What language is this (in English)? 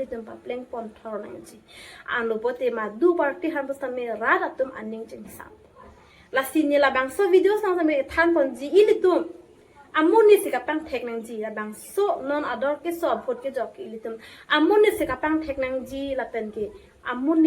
Karbi